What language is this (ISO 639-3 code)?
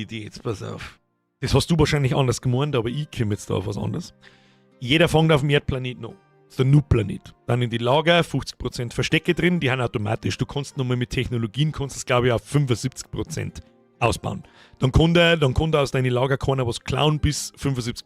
bar